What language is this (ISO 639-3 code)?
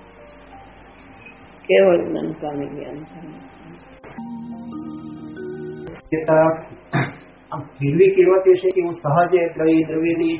guj